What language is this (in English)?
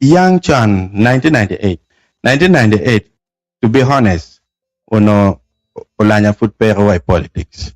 Acoli